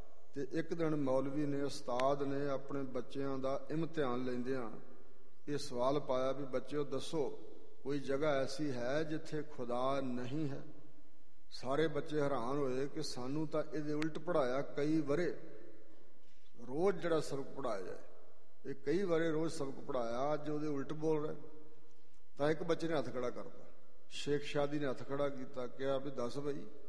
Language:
Punjabi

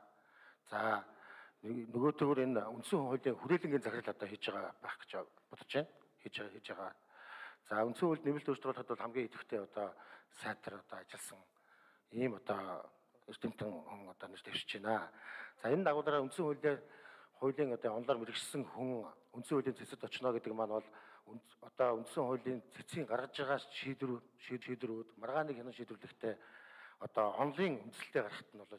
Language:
Mongolian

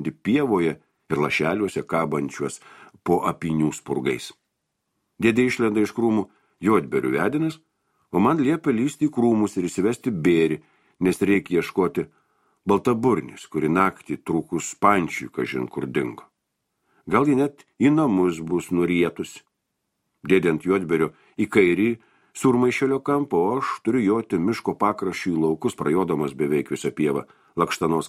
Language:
Lithuanian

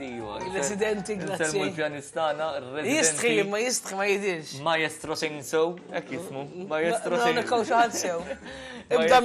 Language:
Maltese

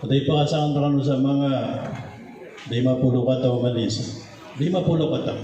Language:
Maranao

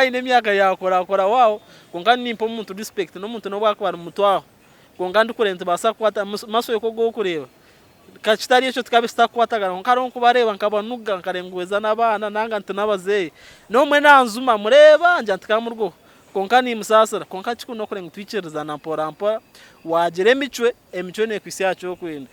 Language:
Nyankole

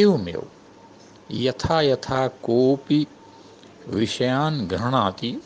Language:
Sanskrit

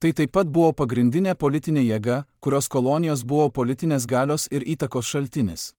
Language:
Lithuanian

